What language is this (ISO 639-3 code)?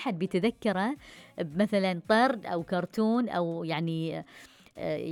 afb